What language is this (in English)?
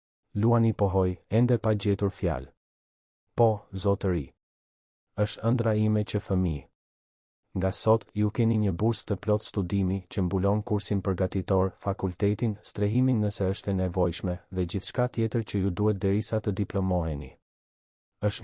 Albanian